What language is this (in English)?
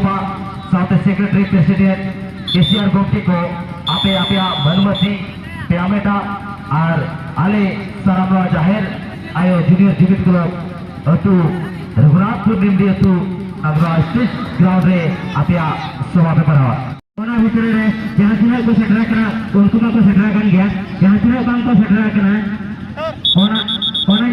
Santali